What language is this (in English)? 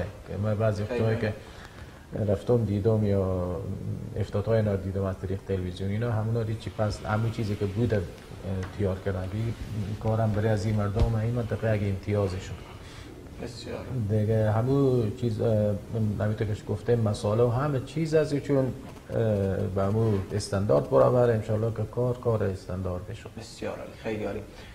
Persian